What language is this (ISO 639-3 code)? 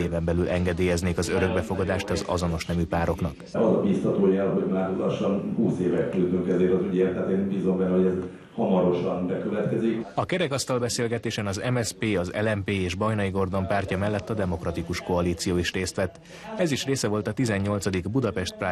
hun